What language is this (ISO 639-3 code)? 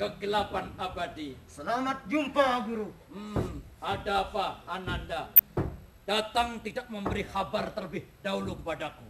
bjn